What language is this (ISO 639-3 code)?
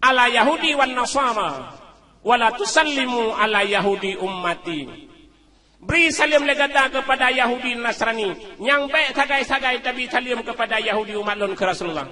ace